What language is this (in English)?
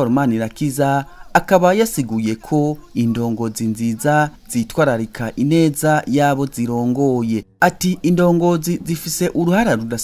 Rundi